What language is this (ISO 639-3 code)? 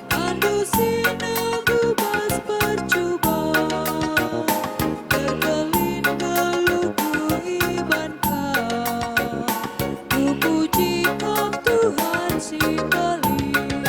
btx